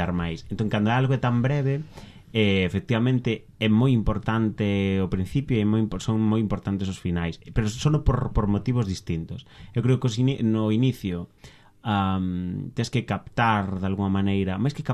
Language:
Galician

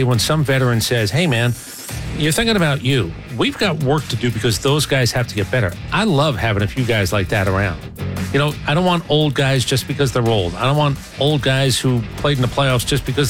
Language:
English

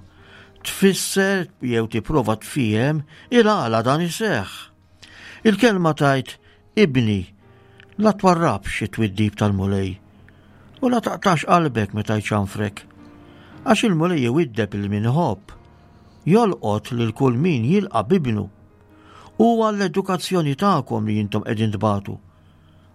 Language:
Maltese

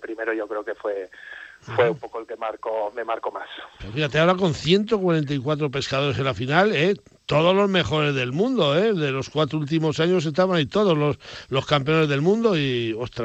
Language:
Spanish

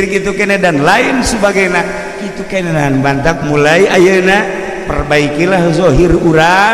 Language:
Sundanese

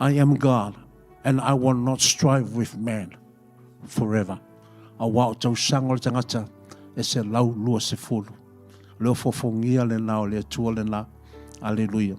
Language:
Samoan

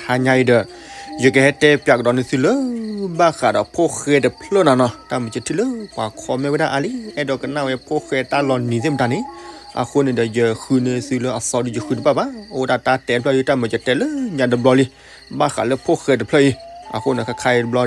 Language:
S'gaw Karen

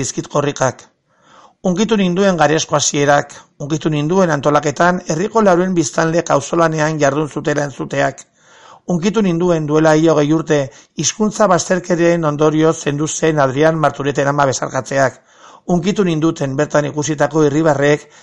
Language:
Basque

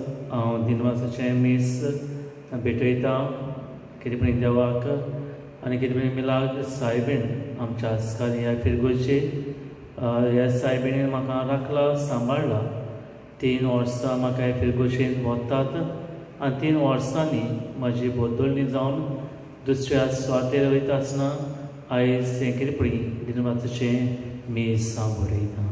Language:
Konkani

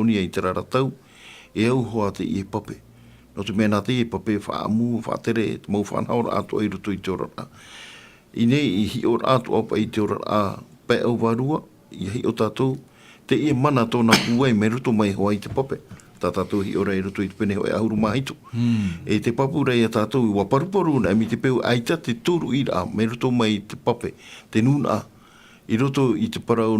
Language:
Tahitian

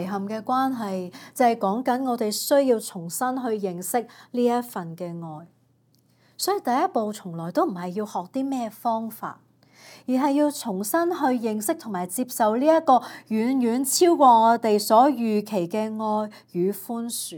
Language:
Cantonese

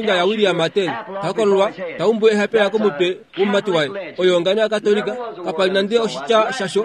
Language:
Kuanyama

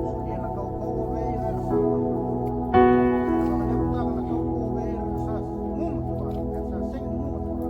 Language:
Fijian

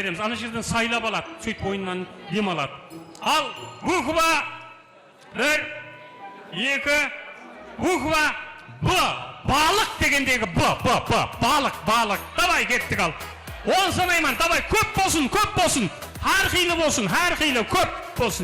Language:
Kara-Kalpak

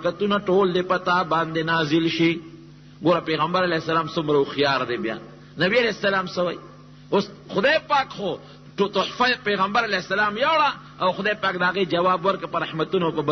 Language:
Pashto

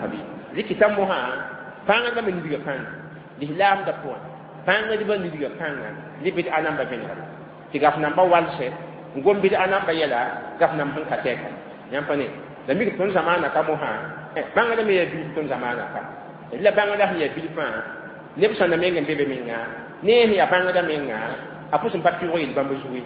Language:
Mossi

